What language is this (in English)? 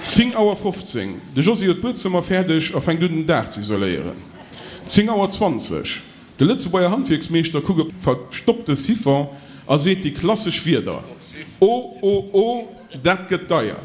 Luxembourgish